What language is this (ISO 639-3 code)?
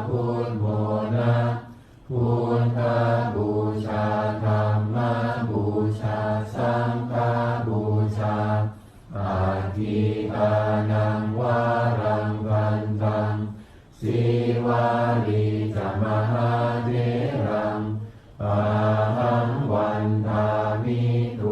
pli